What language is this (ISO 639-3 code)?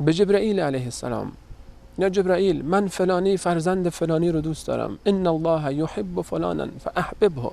fas